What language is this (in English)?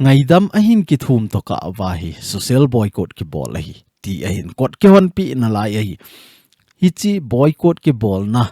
Thado Chin